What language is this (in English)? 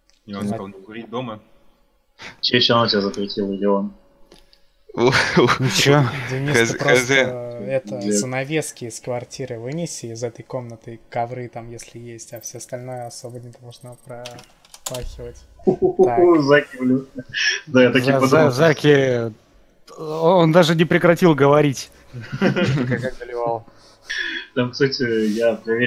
Russian